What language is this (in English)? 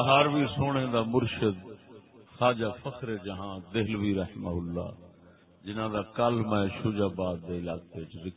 Saraiki